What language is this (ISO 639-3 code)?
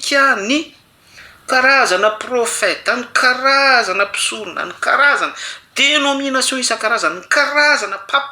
mlg